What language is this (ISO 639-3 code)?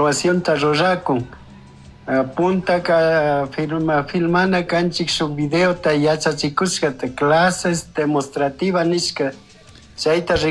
qug